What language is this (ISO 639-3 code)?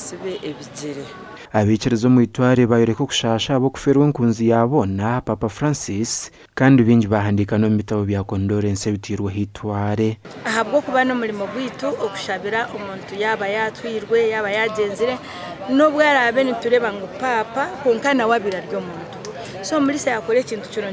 nyn